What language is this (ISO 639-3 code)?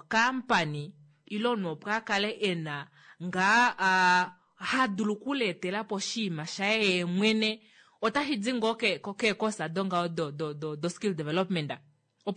kua